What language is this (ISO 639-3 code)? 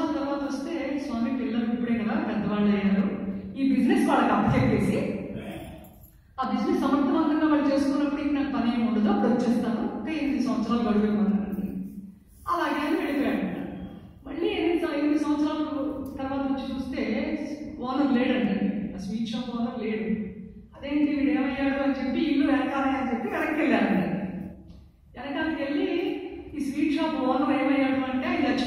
tel